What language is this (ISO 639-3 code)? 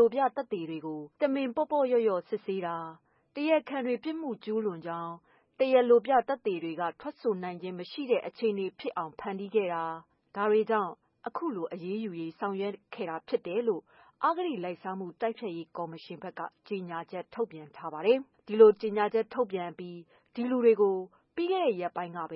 mya